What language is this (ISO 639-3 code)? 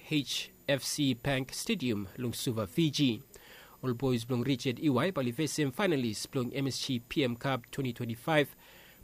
bis